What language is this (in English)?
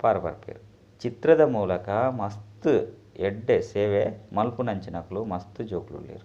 Tulu